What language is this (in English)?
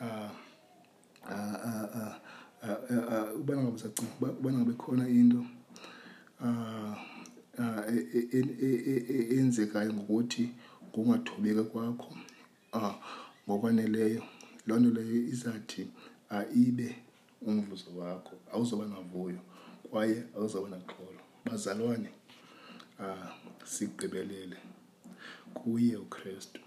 Xhosa